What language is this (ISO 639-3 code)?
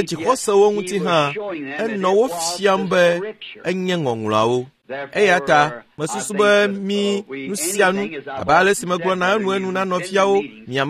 ewe